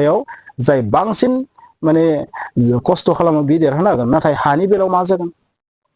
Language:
Bodo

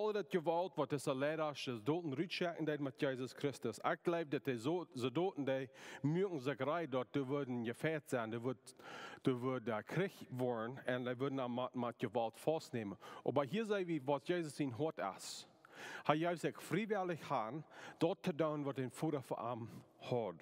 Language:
Plautdietsch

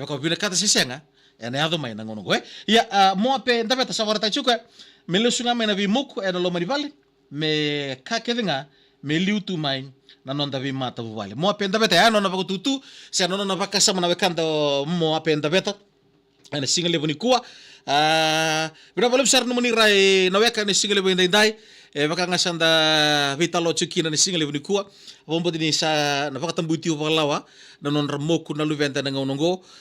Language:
Fijian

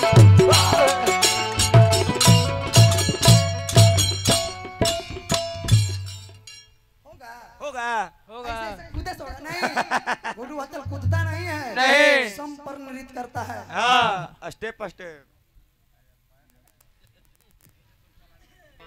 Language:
Bhojpuri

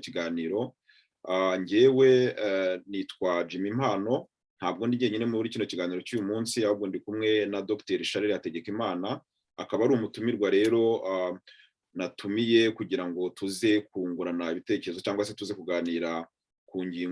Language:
Kinyarwanda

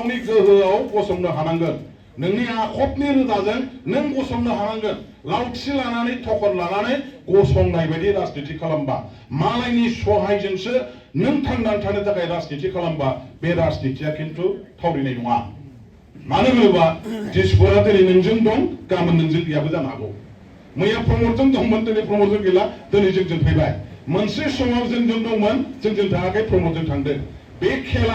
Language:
Bodo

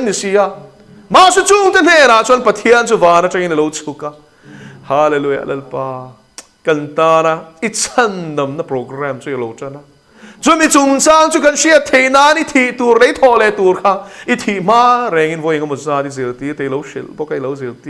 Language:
Mizo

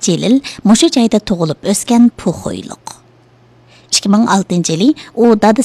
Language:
Uyghur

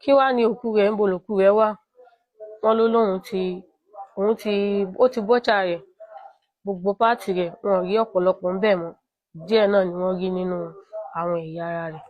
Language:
Yoruba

